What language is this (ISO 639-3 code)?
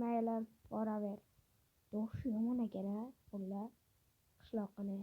uzb